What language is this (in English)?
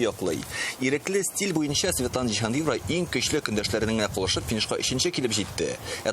Tatar